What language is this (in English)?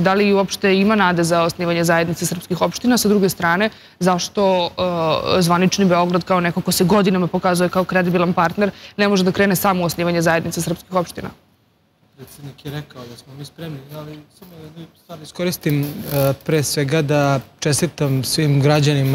Serbian